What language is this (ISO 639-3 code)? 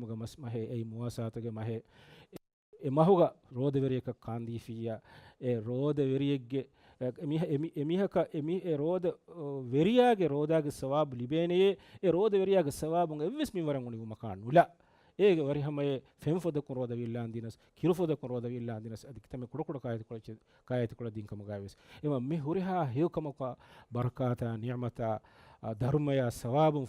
div